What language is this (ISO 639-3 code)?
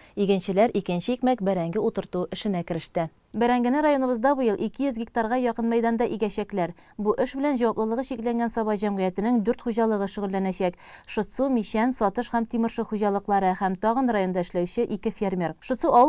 tat